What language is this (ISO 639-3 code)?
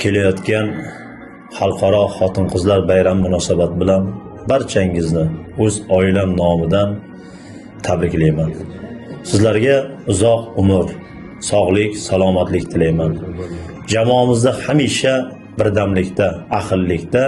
uzb